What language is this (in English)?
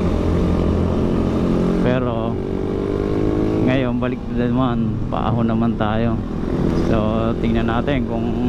Filipino